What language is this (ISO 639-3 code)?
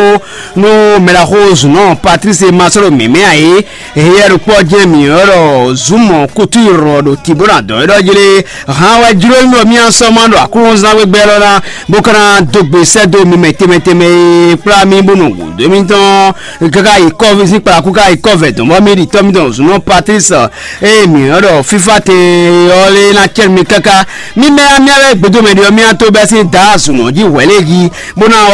fon